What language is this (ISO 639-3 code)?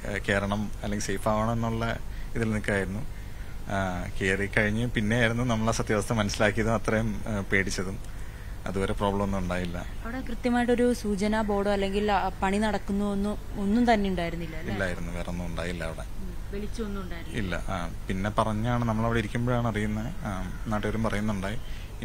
mal